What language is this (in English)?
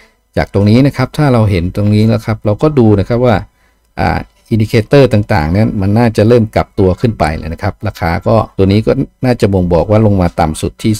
Thai